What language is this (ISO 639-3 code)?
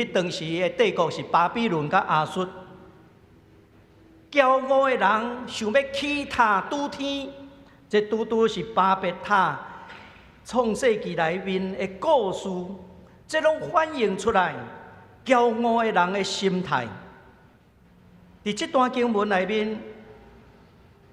nan